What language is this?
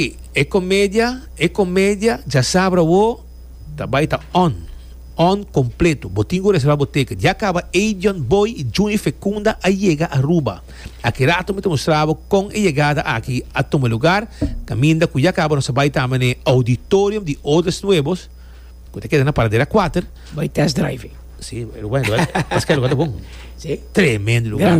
Papiamento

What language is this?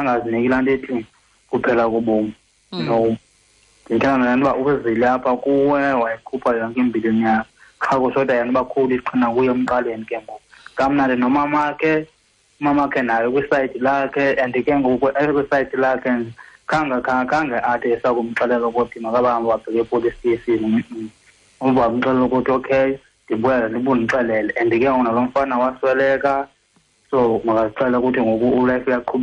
Xhosa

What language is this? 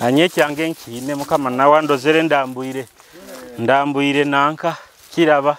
Nyoro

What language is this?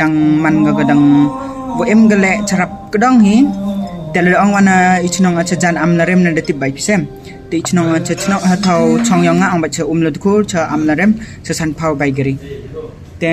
Khasi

